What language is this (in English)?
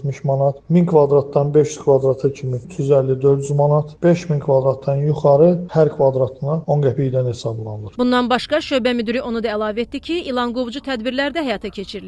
Azerbaijani